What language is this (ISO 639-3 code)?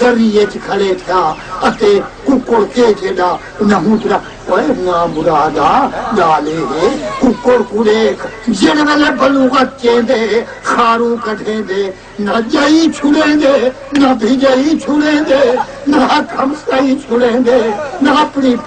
skr